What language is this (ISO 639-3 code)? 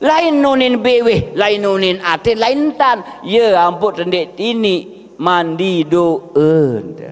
sas